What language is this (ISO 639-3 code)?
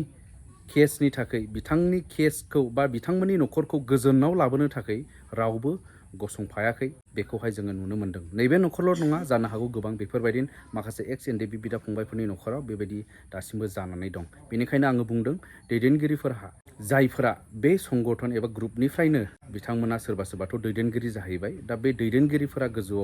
brx